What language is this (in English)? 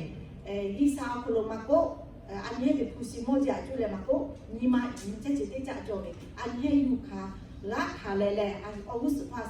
Lahu